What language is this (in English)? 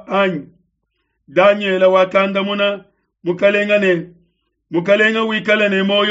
Luba-Lulua